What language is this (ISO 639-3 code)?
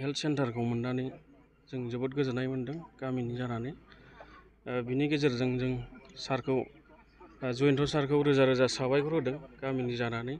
brx